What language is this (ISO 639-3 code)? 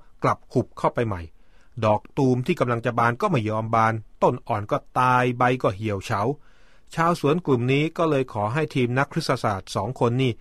tha